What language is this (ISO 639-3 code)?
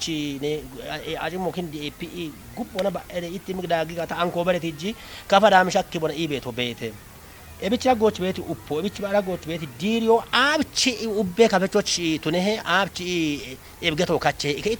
kbr